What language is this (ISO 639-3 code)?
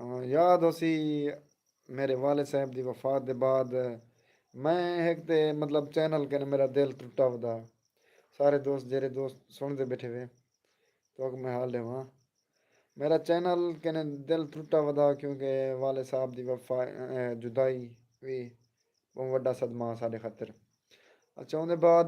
skr